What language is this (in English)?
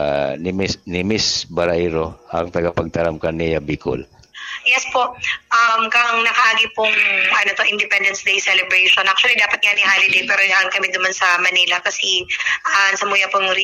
Bikol